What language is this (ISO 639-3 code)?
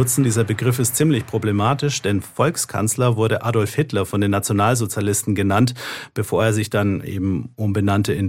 deu